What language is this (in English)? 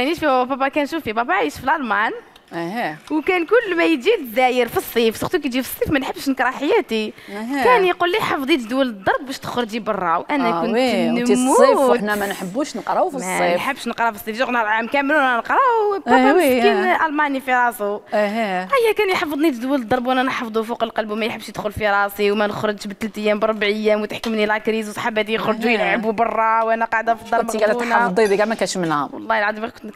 Algerian Arabic